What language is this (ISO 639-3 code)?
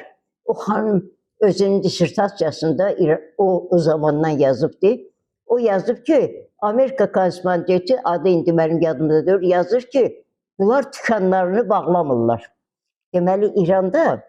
aze